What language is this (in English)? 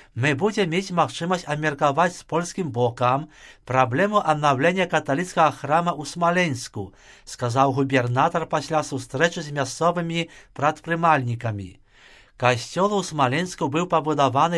Belarusian